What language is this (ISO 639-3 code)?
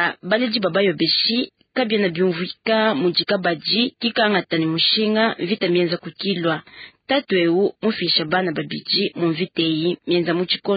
lua